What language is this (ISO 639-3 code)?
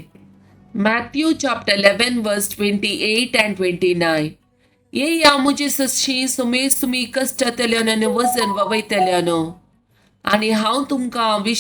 kok